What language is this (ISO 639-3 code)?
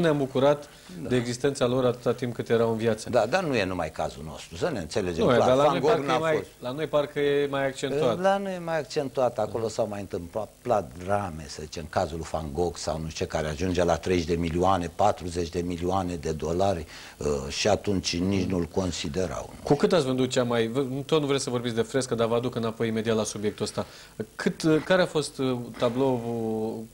ron